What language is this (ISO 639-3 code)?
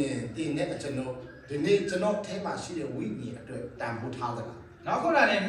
ksw